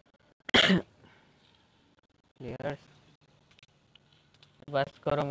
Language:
Hindi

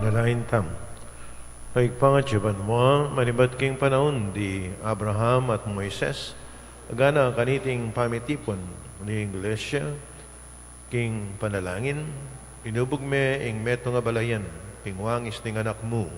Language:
Pampanga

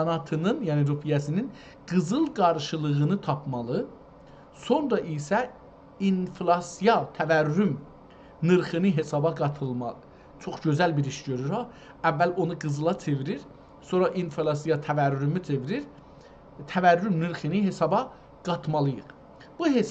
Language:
South Azerbaijani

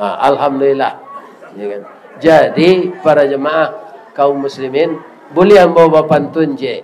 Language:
Minangkabau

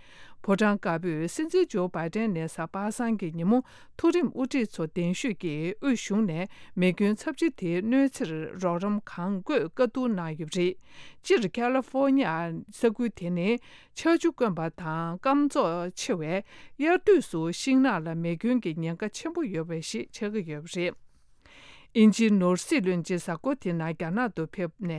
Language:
Tibetan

